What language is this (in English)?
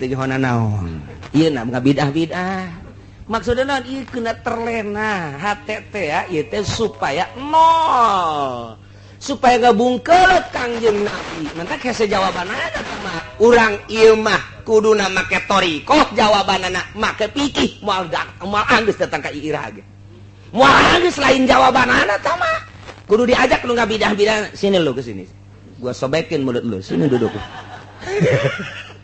Sundanese